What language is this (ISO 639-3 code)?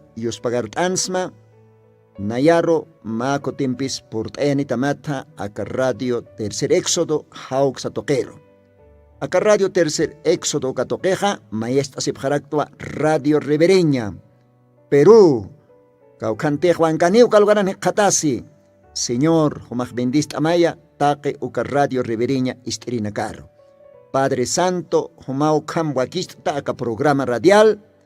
aym